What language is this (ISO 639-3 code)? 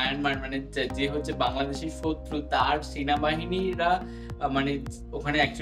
ben